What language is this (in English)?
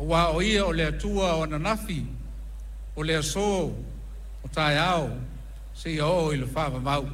Samoan